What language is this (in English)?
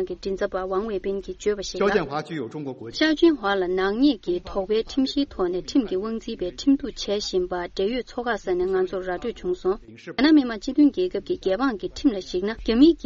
Tibetan